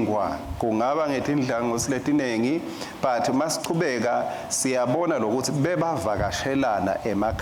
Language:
Swati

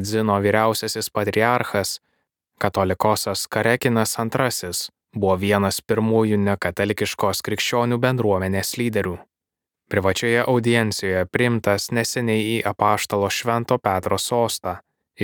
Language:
Lithuanian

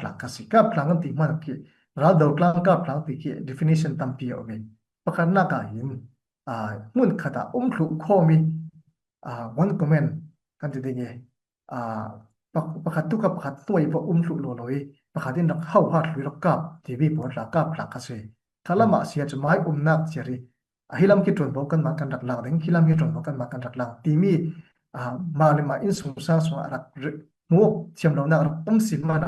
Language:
Falam Chin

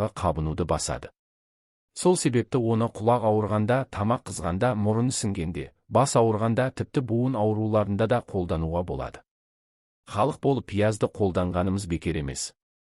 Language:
Kazakh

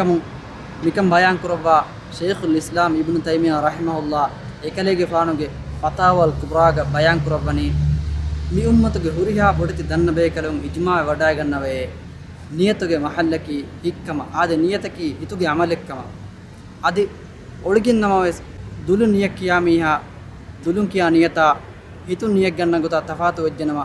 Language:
Divehi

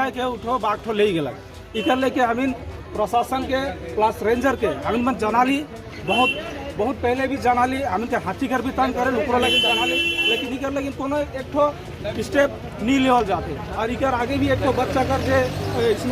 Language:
Sadri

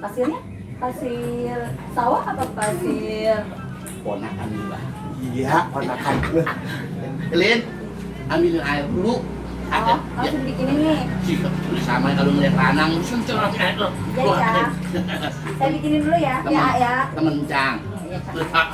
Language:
Betawi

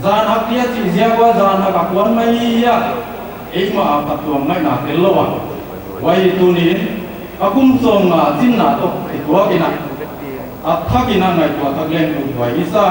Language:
Paite Chin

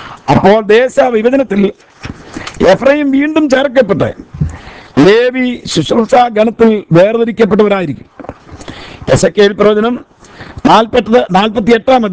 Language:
Malayalam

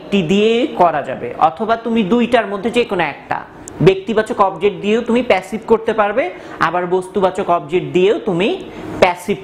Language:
Bangla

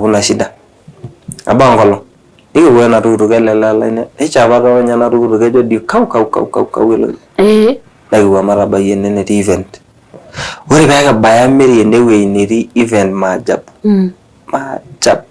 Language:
Masai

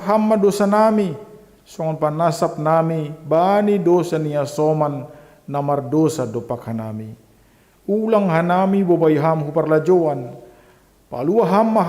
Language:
Batak Simalungun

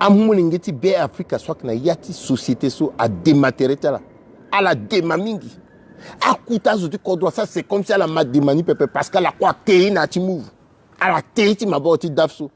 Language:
Sango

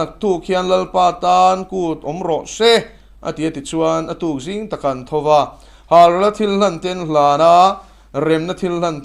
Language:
Mizo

